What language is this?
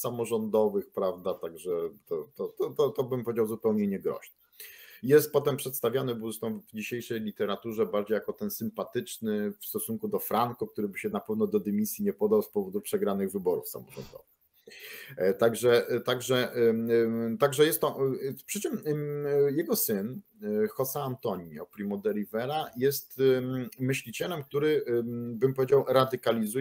Polish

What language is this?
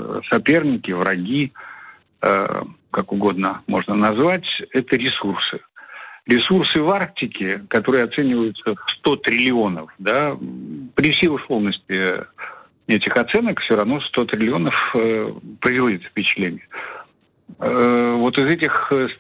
Russian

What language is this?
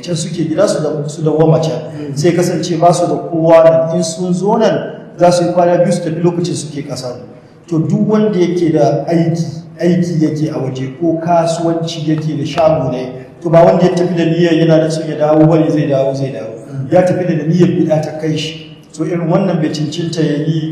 Hausa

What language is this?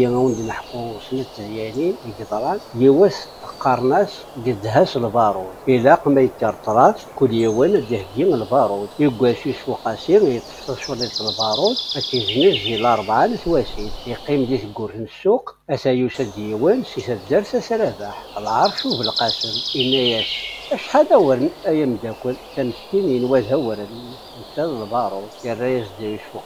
Kabyle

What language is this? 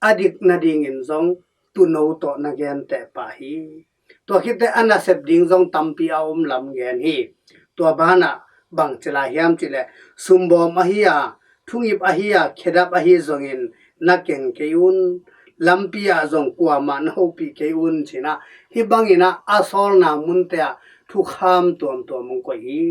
Tedim Chin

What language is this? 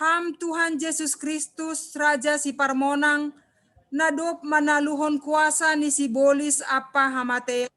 Batak Simalungun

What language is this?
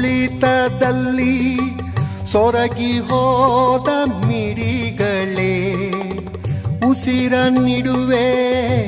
Kannada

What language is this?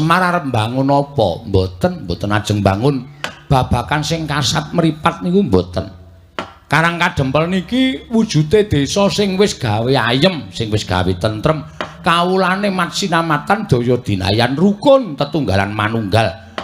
Javanese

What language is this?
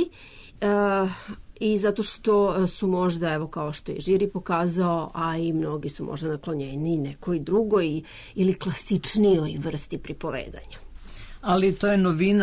Serbian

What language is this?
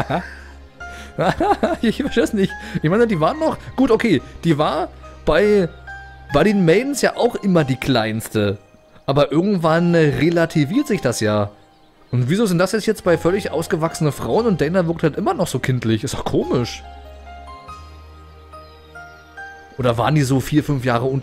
German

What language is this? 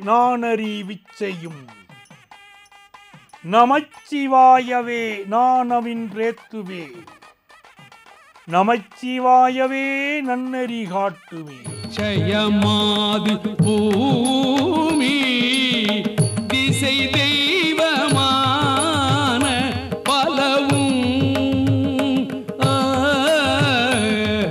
Tamil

